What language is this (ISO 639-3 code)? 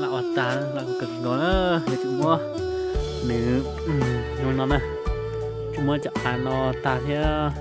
hmn